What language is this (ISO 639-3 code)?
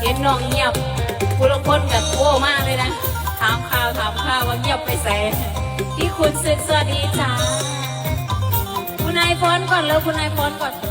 lao